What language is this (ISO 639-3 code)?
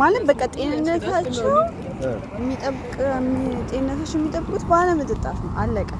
amh